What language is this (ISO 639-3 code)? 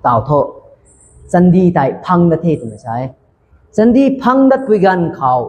nbu